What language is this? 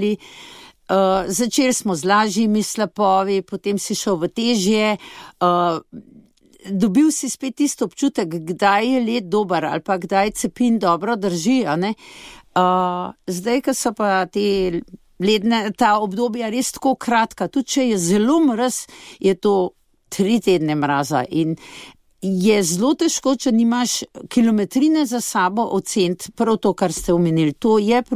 Slovenian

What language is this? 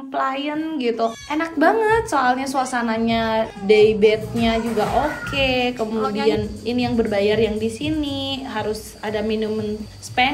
Indonesian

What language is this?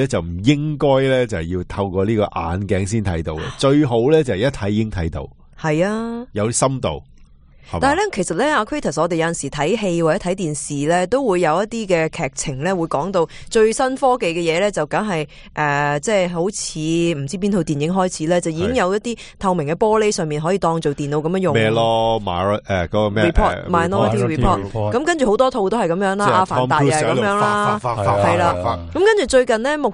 Cantonese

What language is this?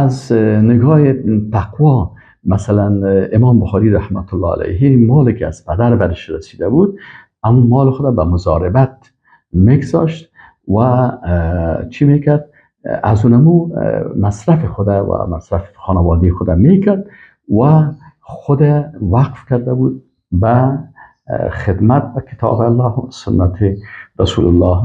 Persian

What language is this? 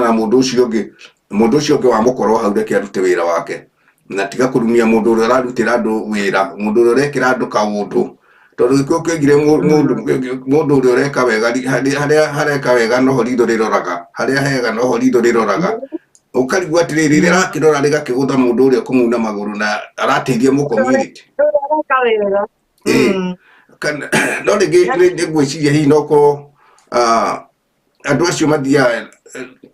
Kikuyu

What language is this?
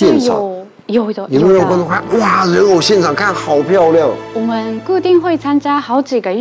Chinese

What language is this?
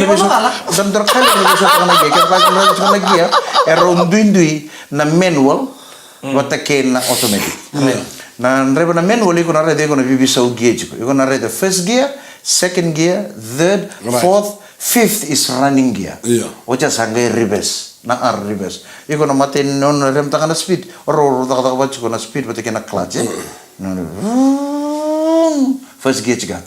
Fijian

